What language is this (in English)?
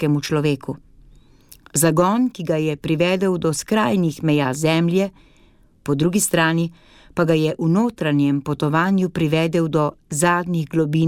Slovenian